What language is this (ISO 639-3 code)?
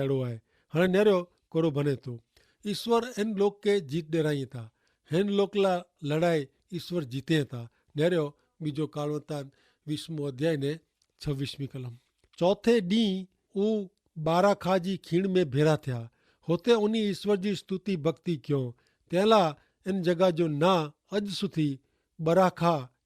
kfr